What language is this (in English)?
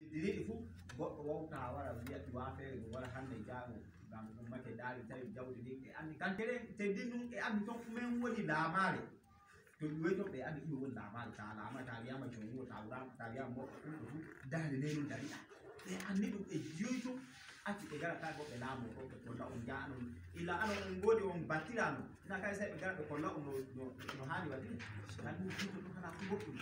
Fula